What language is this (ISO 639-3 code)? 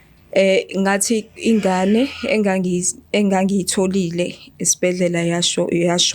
zul